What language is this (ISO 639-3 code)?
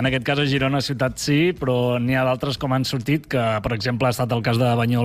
cat